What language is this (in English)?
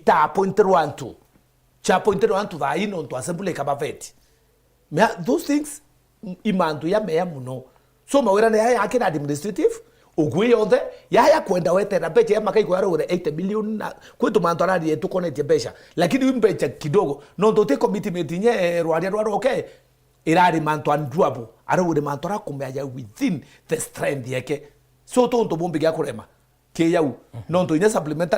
Meru